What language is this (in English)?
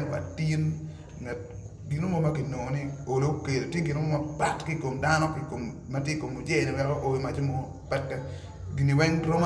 Acoli